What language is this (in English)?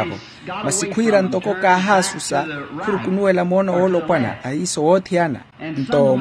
Makhuwa